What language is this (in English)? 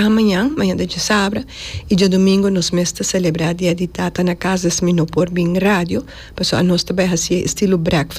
Papiamento